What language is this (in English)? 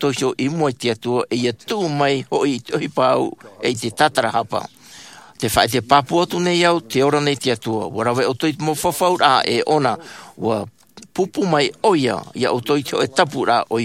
Tahitian